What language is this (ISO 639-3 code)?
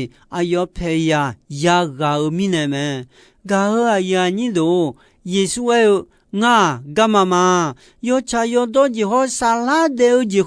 ahk